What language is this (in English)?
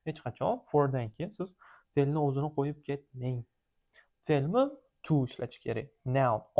Uzbek